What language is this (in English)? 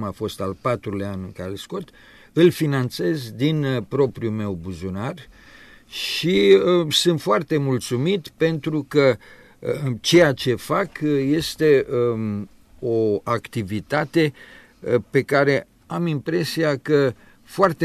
Romanian